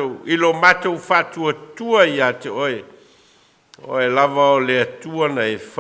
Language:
Samoan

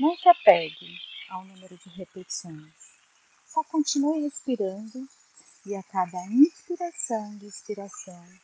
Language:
Portuguese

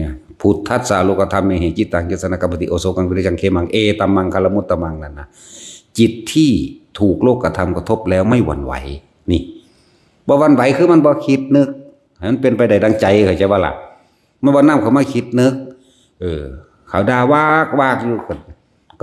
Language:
Northeastern Thai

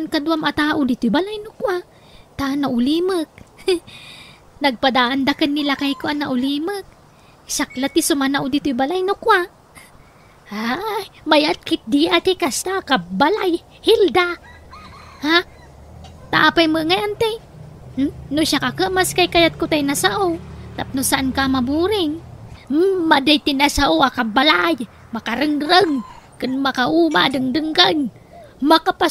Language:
Iloko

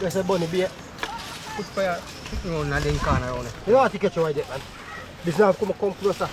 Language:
Jamaican Creole English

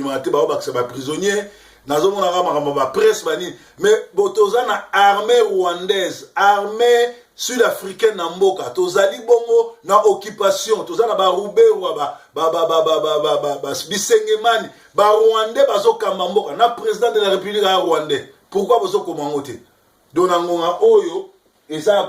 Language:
Lingala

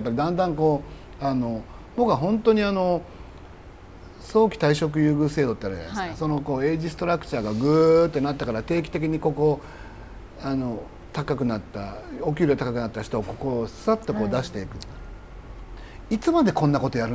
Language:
Japanese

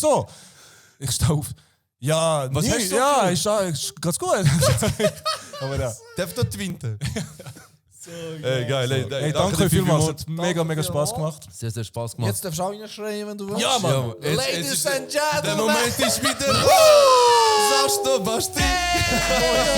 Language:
Swiss German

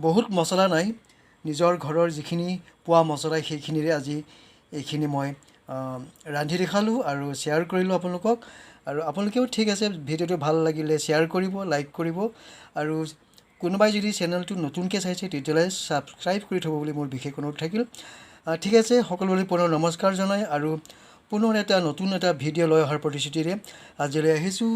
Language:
Assamese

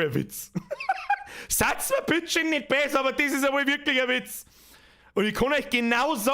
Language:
Bavarian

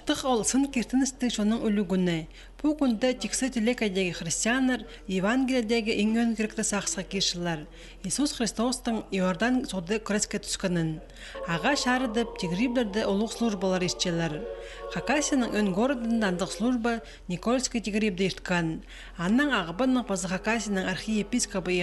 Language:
Khakas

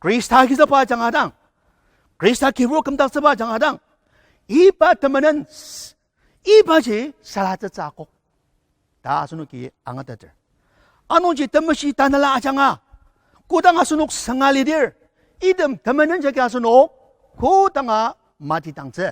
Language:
Ao Naga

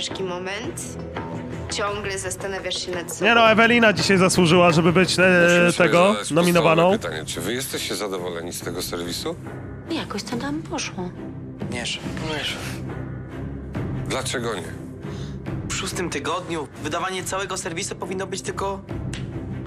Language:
Polish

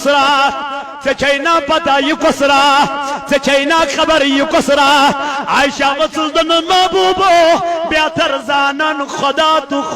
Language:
Kashmiri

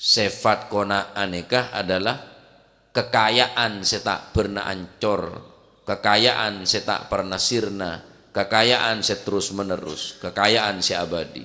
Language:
Madurese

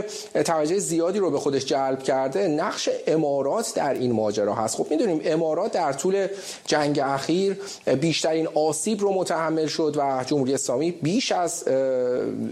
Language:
Persian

